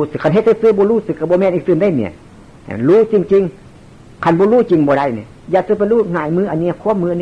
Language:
Northeastern Thai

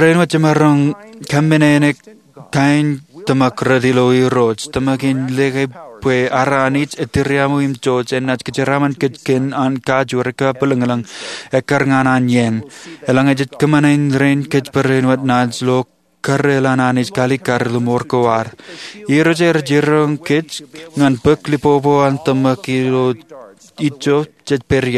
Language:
Marshallese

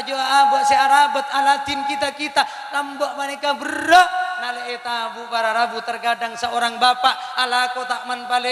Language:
Madurese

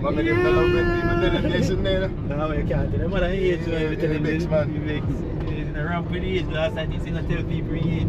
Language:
Jamaican Creole English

